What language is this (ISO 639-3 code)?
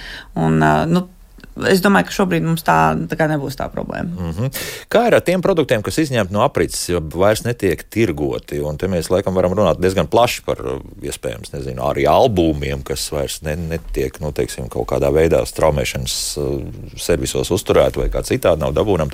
lav